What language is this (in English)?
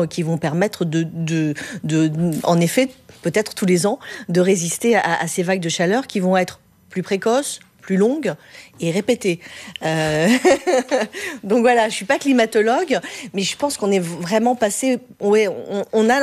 French